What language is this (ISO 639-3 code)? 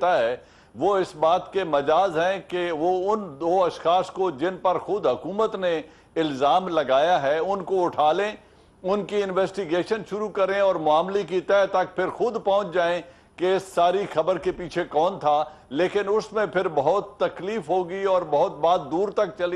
urd